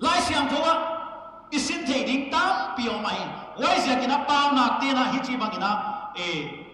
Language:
Paite Chin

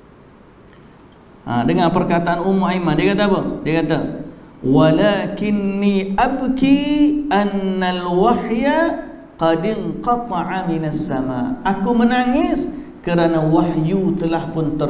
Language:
Malay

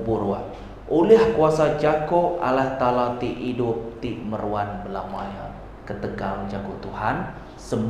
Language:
Iban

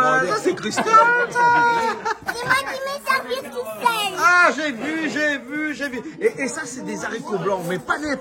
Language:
Réunion Creole French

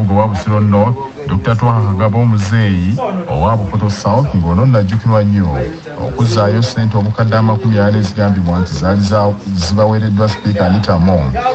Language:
Ganda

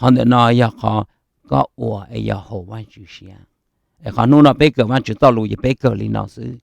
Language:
Hmong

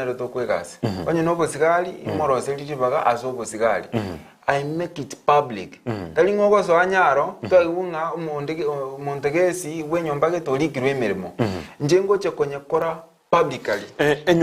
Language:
Gusii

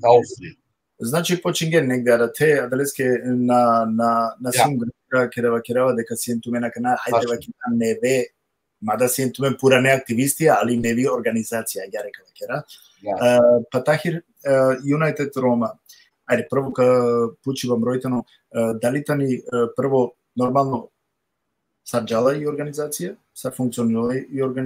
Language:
Balkan Romani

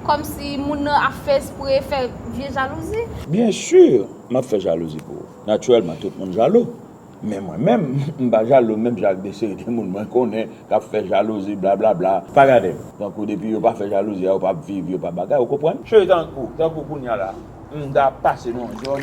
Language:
Haitian Creole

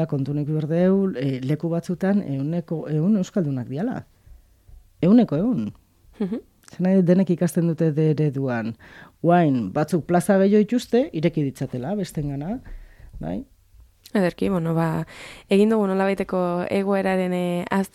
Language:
Basque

